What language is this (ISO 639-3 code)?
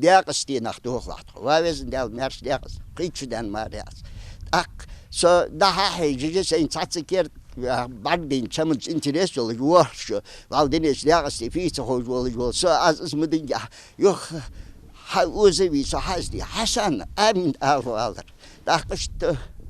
inh